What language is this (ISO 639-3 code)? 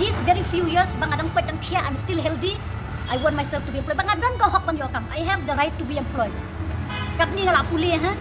kha